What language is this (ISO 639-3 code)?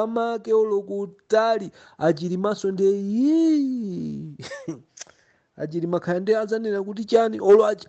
nya